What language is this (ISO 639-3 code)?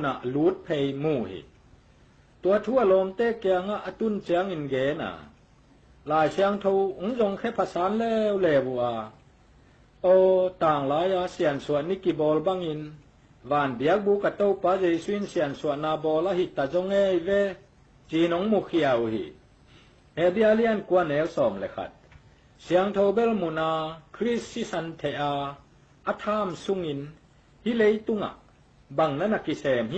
ctd